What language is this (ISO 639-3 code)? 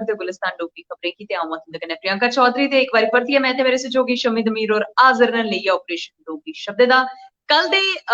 doi